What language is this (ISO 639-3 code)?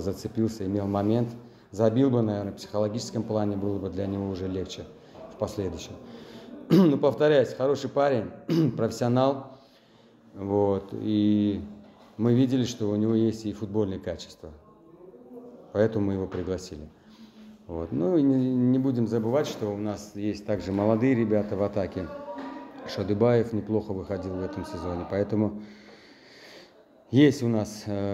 rus